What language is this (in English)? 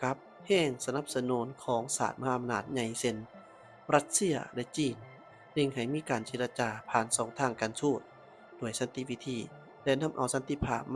Lao